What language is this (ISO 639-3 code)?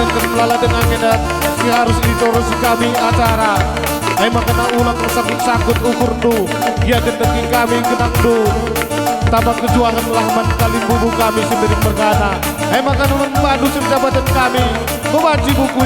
btx